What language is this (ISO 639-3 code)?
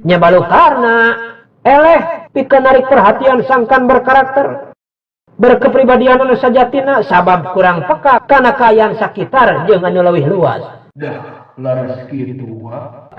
sun